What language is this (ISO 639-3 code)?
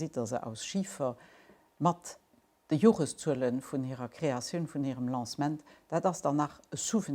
ltz